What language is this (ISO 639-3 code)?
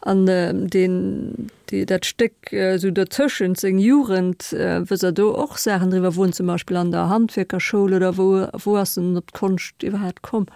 ltz